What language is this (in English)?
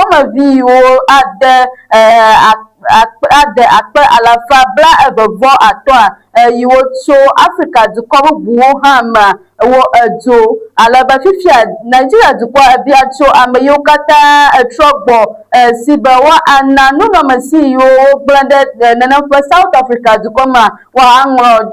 Ewe